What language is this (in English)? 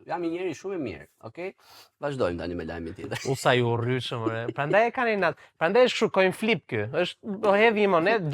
Albanian